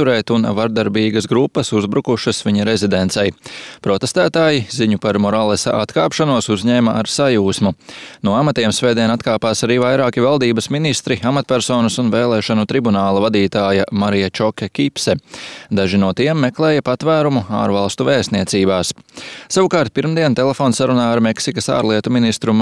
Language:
Latvian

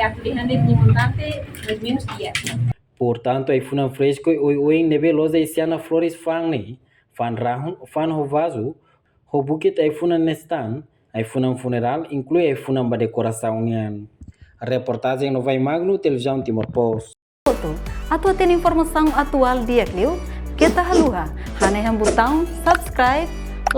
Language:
Tetum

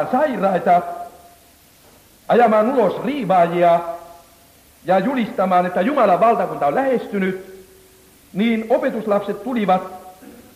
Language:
Finnish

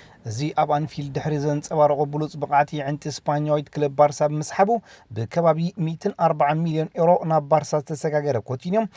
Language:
Tigrinya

